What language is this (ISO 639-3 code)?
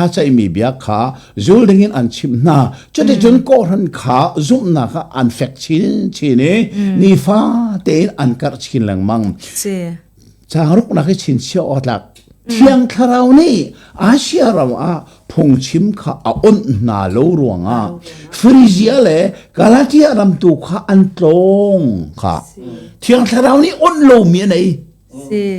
cnh